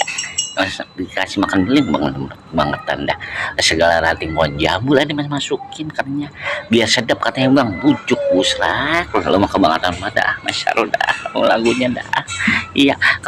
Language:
Betawi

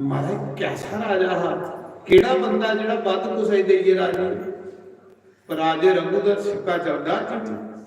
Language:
Dogri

